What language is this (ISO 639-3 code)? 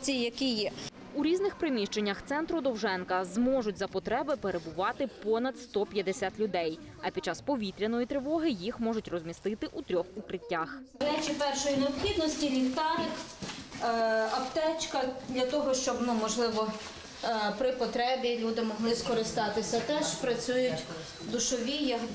ukr